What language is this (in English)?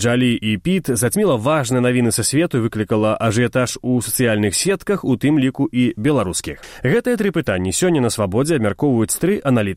Belarusian